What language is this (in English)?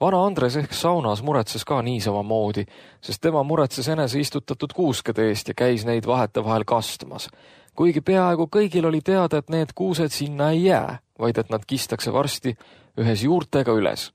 Estonian